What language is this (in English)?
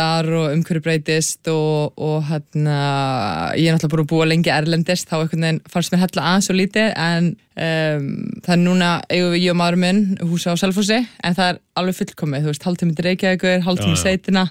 Icelandic